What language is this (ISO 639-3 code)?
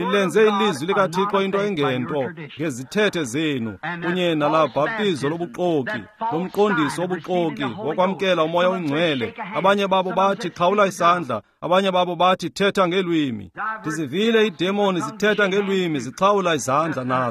xho